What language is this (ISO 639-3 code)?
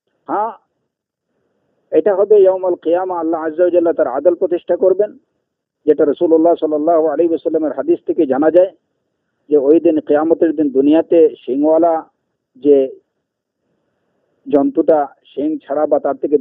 ben